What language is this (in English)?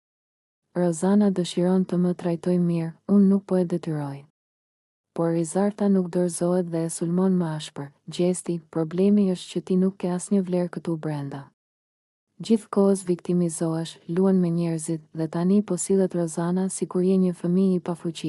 Albanian